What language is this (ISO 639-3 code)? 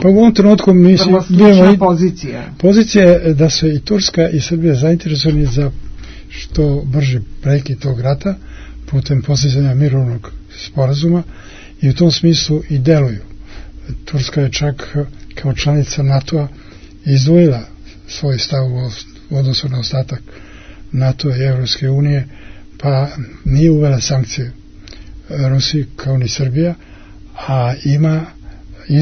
srp